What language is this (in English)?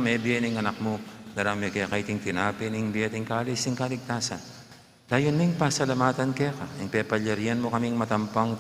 Pampanga